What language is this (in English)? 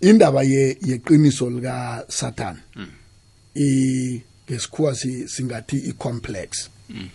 South Ndebele